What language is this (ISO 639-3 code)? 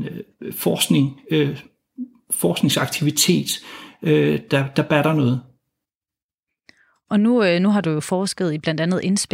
dan